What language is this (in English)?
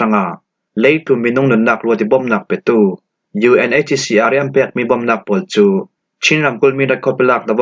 Falam Chin